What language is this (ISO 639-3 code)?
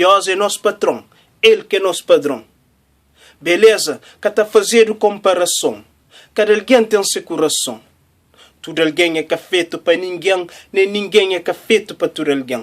kea